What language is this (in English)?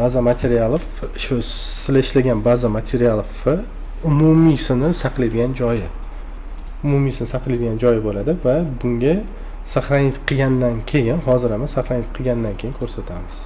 Uzbek